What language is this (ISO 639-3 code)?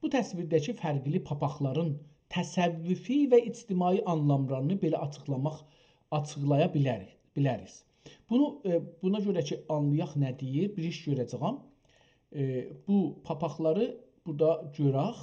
azb